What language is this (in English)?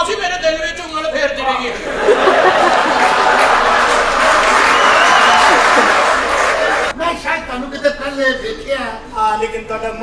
Punjabi